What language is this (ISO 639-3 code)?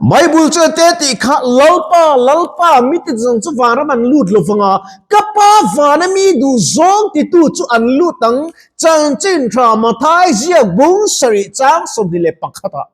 lus